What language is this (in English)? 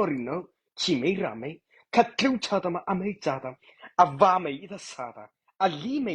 Mara Chin